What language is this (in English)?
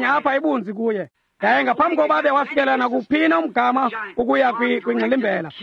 Xhosa